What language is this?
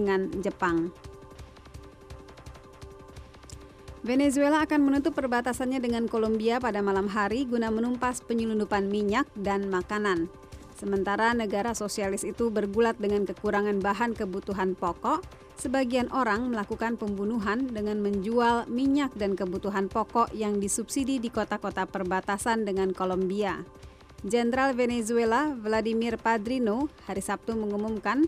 Indonesian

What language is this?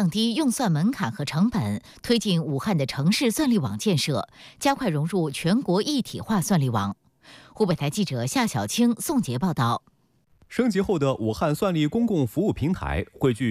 Chinese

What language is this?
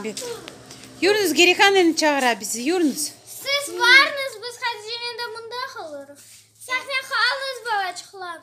Crimean Tatar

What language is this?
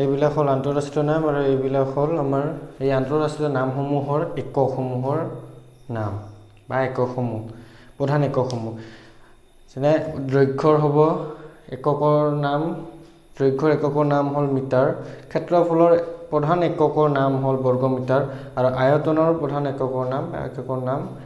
Assamese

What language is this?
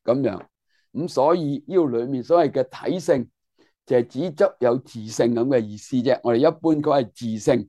Cantonese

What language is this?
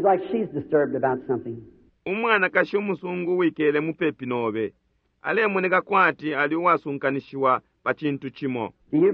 Bemba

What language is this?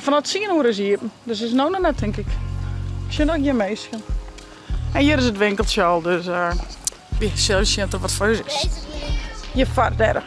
Western Frisian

